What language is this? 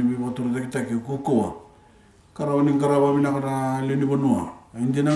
Fijian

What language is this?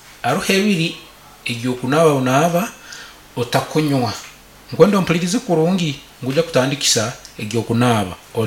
Nyankole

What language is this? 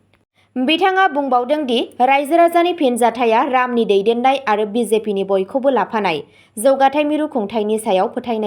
Bodo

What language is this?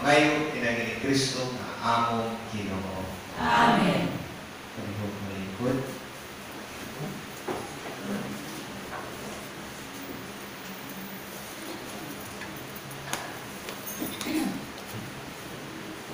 Cebuano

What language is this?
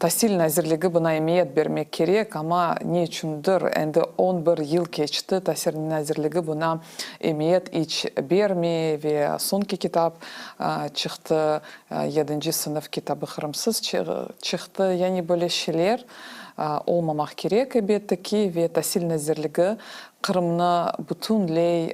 Crimean Tatar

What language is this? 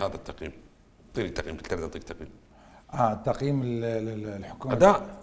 Mesopotamian Arabic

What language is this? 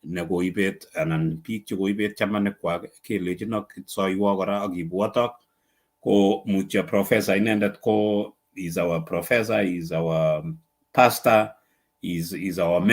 Kalenjin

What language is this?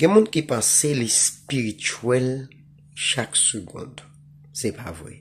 Haitian Creole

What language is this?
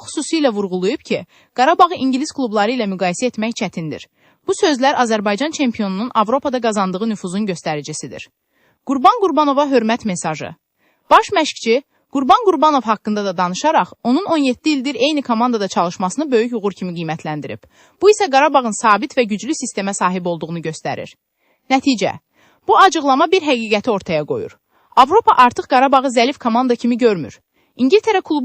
Azerbaijani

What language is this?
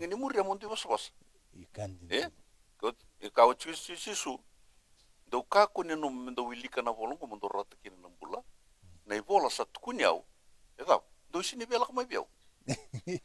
Fijian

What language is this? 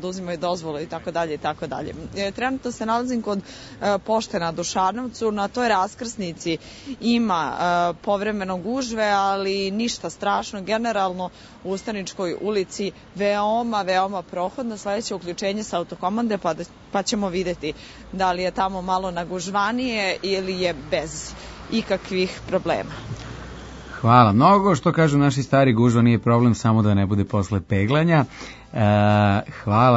Serbian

